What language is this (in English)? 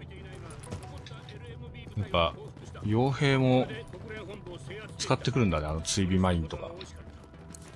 Japanese